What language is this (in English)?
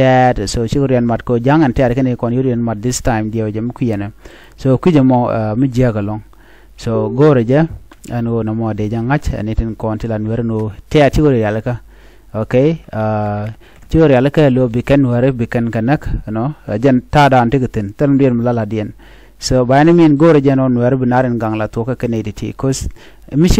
Nuer